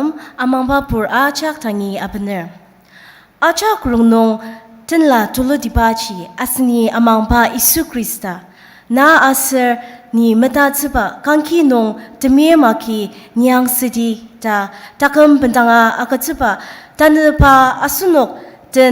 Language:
Ao Naga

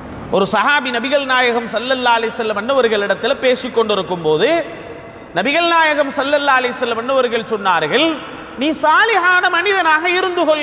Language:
Tamil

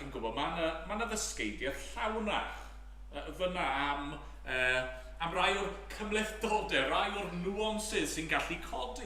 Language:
Welsh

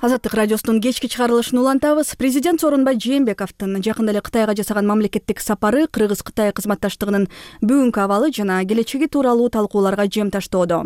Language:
Kyrgyz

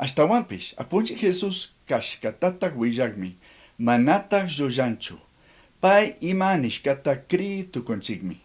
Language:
Chimborazo Highland Quichua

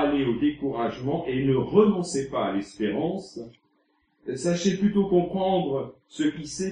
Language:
French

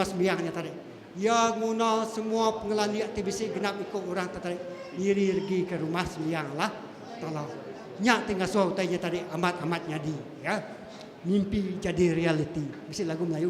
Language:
Iban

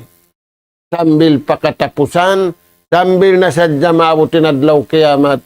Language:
Tausug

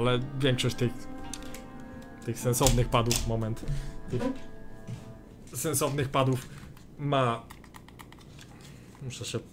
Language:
Polish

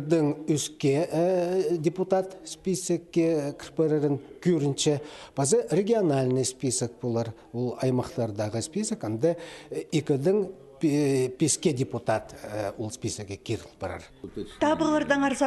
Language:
Khakas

